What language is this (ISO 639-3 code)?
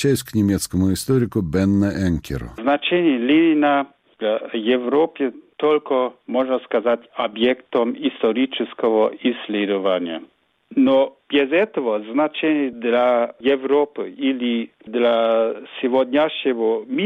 rus